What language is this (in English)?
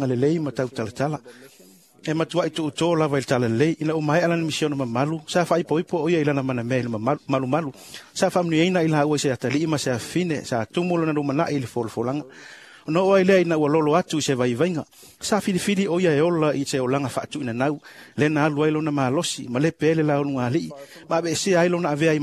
Samoan